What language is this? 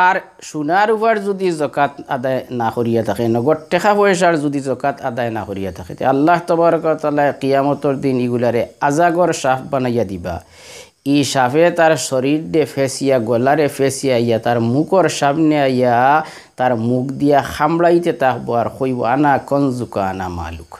Sylheti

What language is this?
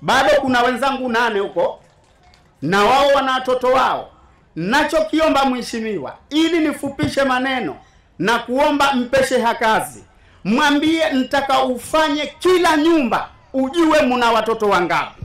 Swahili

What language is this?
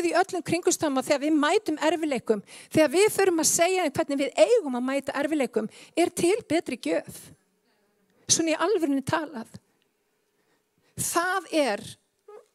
Icelandic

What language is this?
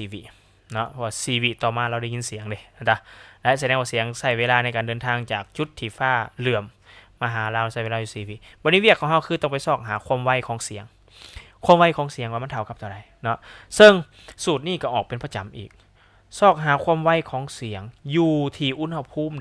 Lao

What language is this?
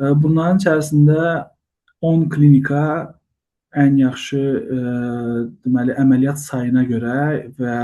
Azerbaijani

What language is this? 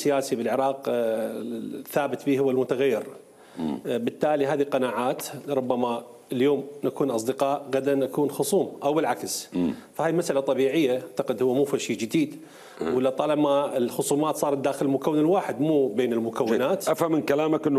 Mesopotamian Arabic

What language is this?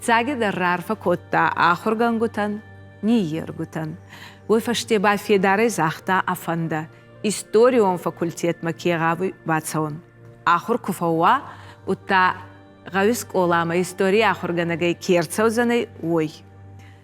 Ossetic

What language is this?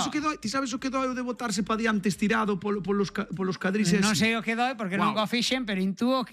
Galician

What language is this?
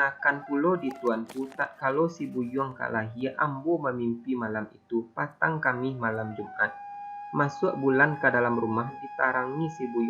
Minangkabau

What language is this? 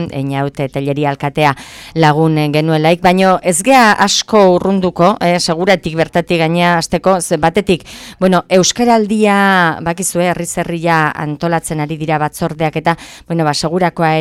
Basque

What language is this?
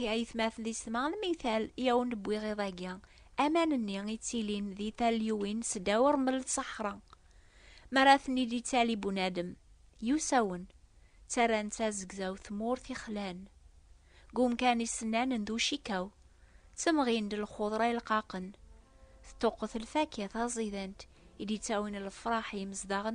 Kabyle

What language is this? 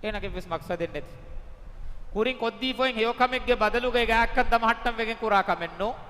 Divehi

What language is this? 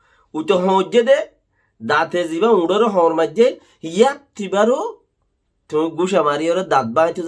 Rohingya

